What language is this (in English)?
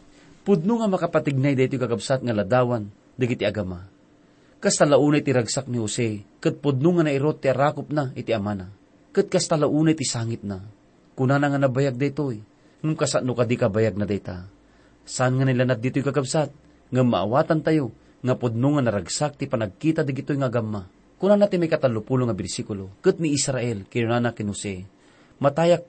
Iloko